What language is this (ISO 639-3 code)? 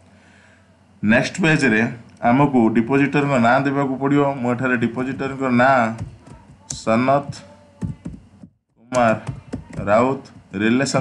ori